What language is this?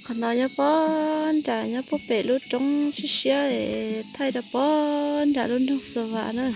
Hmong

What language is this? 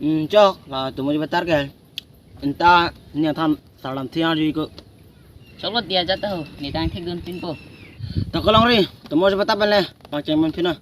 Karbi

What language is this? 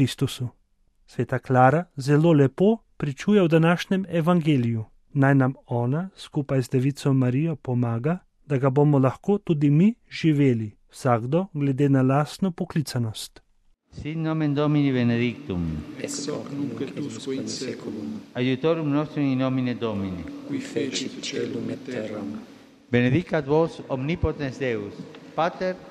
Slovenian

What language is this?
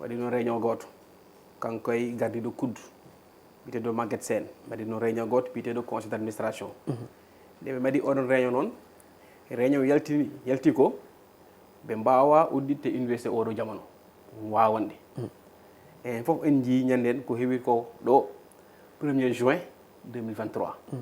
Fula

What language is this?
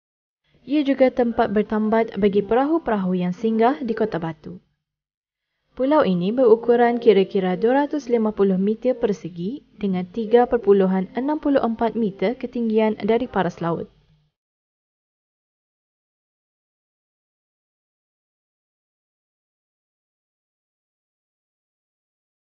Malay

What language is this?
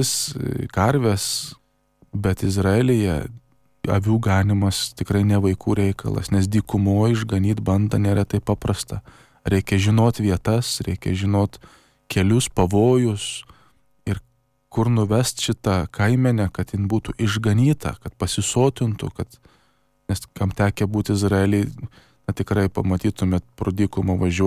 Lithuanian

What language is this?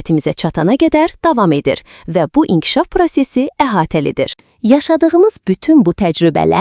Azerbaijani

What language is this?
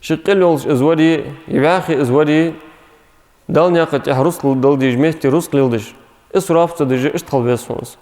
Ingush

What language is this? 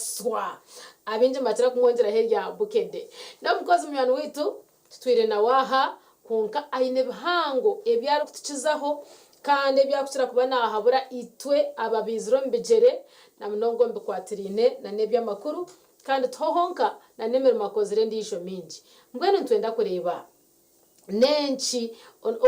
Nyankole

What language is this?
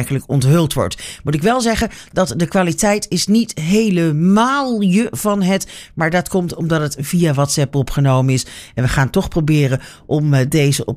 Dutch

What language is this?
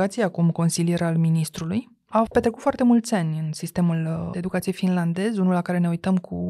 Romanian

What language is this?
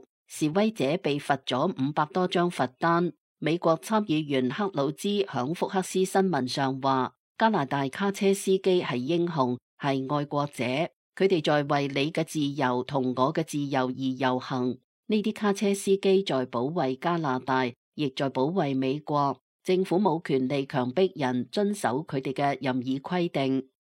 Cantonese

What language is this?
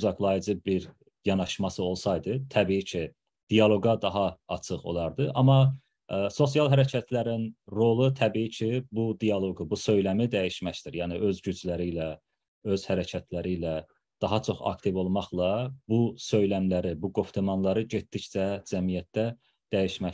South Azerbaijani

